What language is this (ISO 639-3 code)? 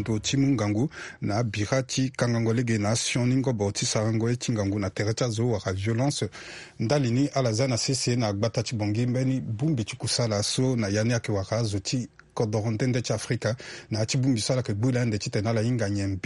sag